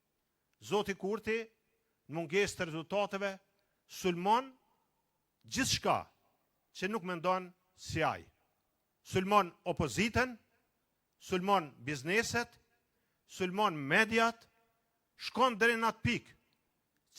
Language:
Albanian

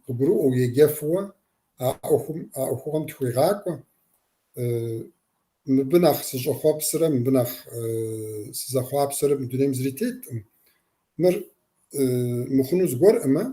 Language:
Kabardian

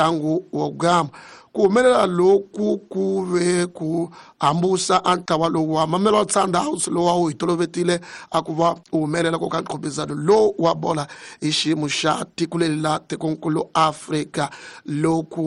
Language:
Tsonga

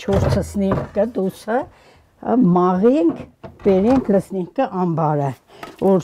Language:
Armenian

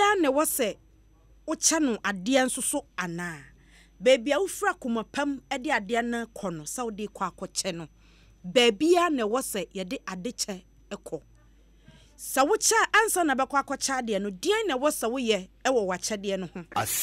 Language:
Akan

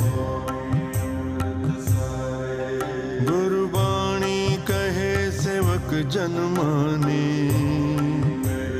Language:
Punjabi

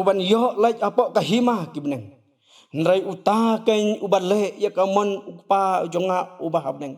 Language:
Khasi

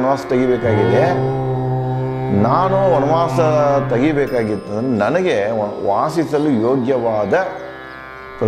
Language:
Kannada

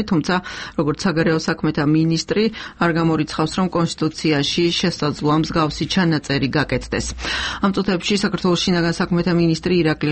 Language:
Georgian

